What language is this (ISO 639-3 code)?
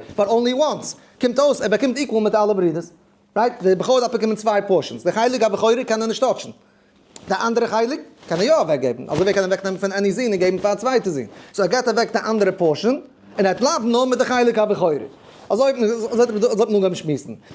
yid